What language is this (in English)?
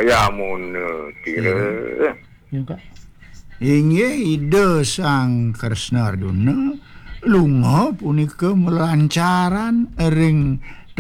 Balinese